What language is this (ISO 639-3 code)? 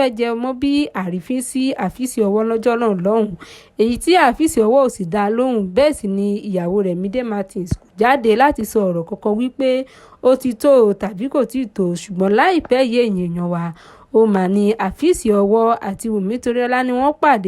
yor